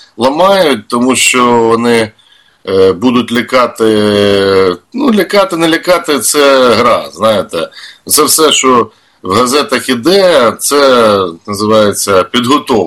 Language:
Ukrainian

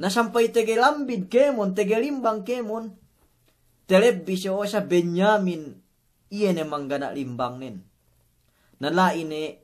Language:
Yakan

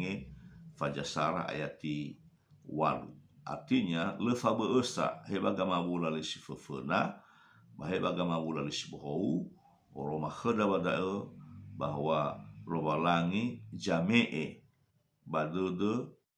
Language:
Nias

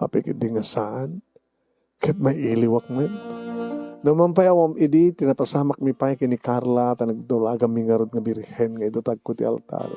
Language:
Iloko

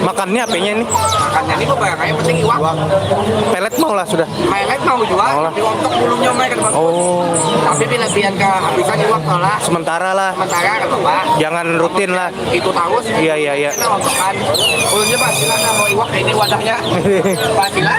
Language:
Banjar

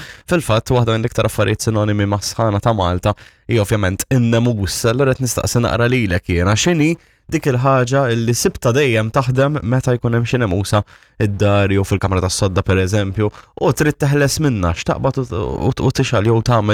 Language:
Maltese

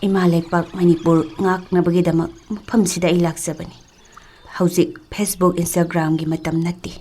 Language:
Manipuri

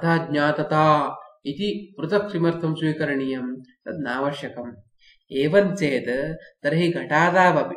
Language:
Sanskrit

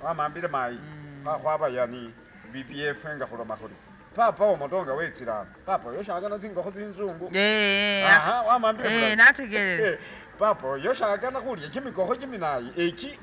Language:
Masaaba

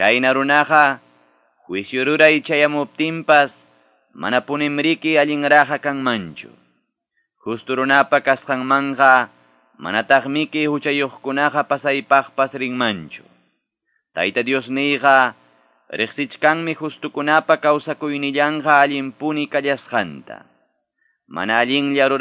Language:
Quechua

